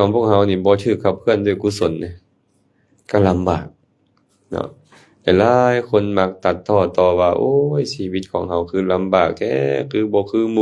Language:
Lao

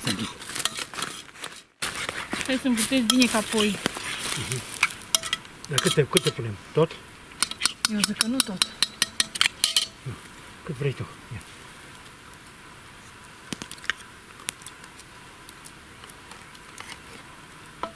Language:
Romanian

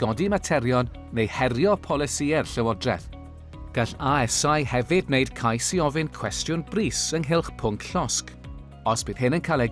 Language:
Welsh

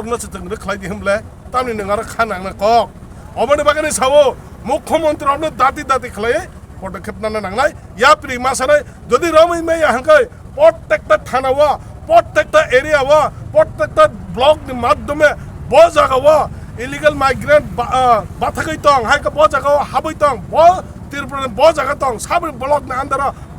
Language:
Kok Borok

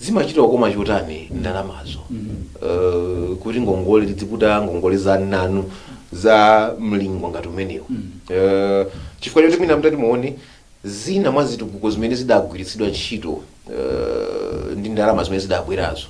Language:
Nyanja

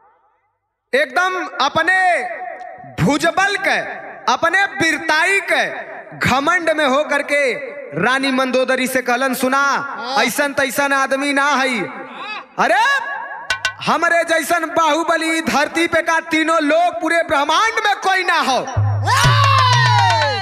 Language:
Bhojpuri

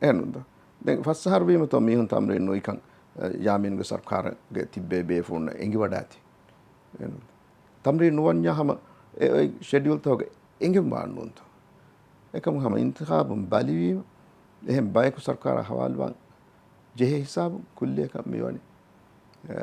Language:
Divehi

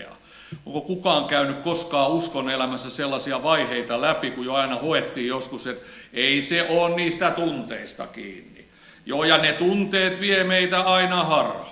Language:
Finnish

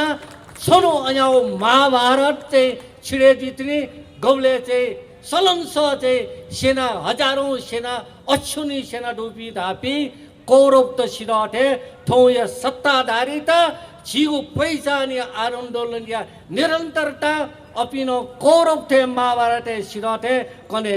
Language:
Newari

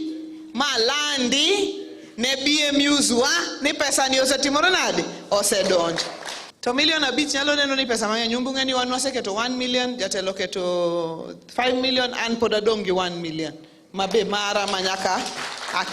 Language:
Luo (Kenya and Tanzania)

